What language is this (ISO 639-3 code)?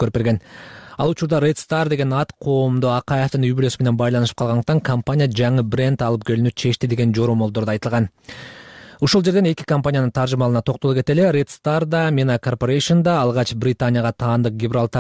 kir